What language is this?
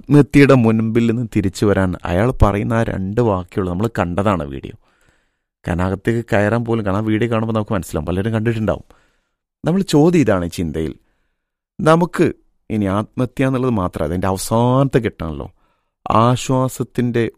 Malayalam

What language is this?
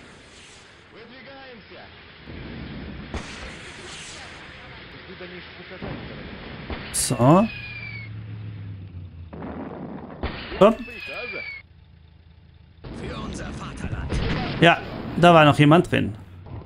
German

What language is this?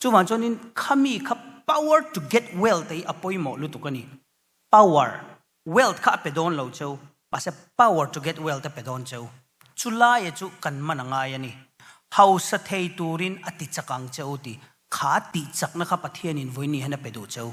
Mizo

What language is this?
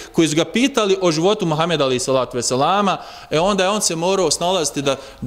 Bosnian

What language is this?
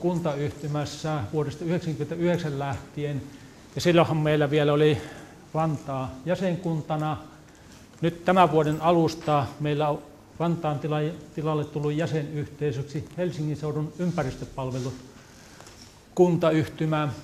Finnish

